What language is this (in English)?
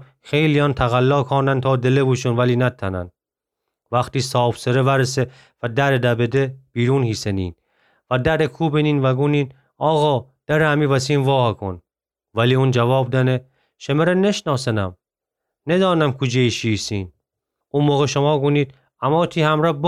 Gilaki